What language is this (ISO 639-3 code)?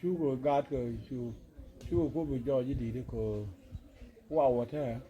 nus